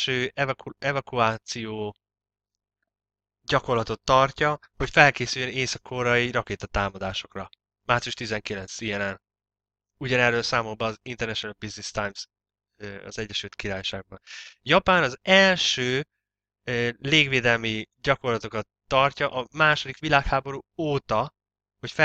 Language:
Hungarian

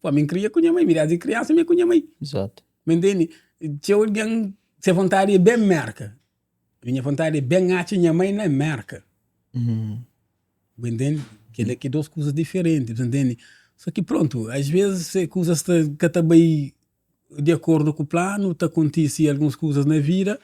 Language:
Kabuverdianu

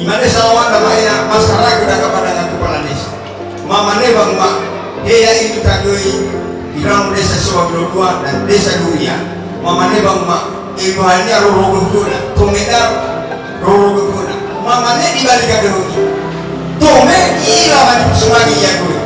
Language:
Nias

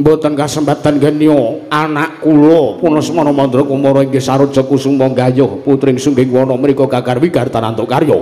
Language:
Javanese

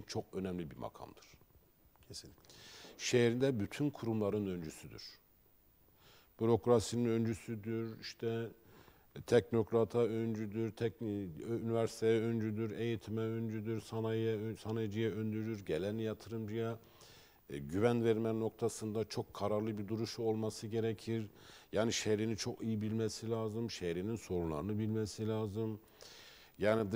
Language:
Turkish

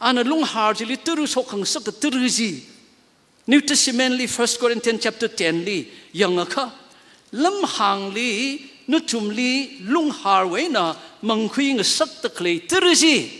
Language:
Tangkhul Naga (India)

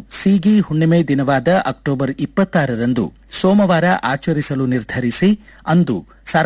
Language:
Kannada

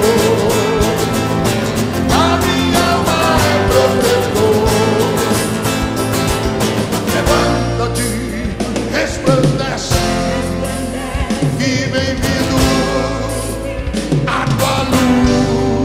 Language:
Portuguese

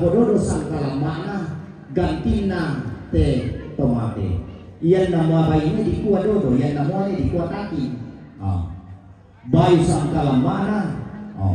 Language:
Toraja-Sa'dan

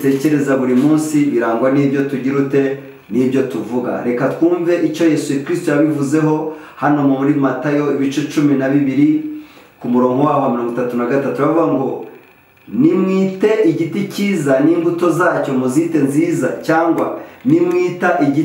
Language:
Kinyarwanda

